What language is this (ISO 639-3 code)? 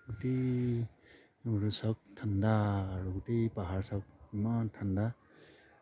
asm